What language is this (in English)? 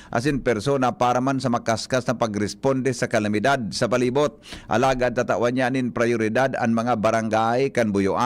Bikol